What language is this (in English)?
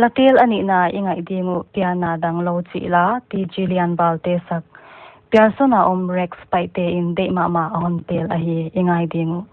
Paite Chin